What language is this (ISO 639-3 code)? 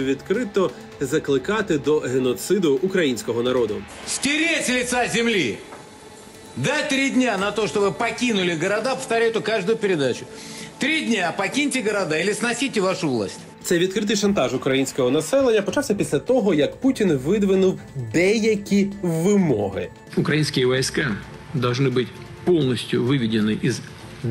ukr